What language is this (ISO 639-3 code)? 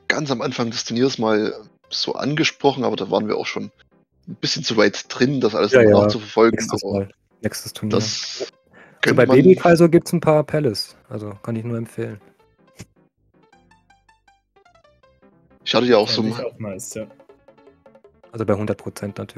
deu